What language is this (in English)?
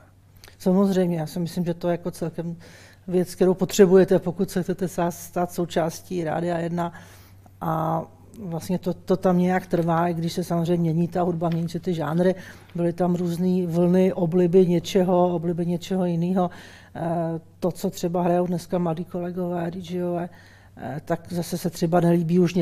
Czech